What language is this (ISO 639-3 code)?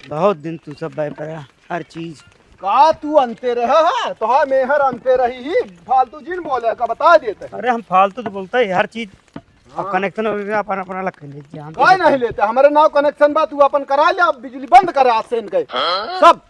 awa